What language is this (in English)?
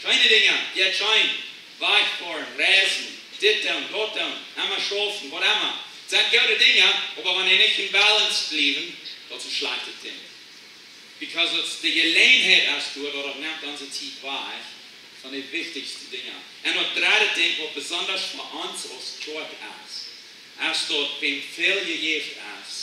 Plautdietsch